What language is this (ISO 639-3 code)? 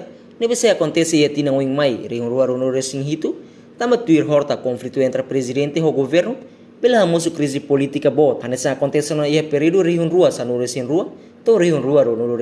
tet